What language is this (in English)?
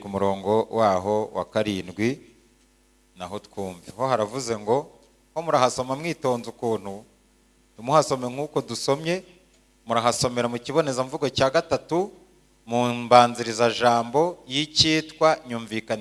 Kinyarwanda